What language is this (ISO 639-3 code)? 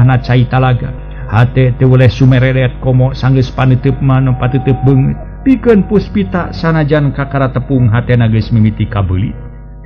sun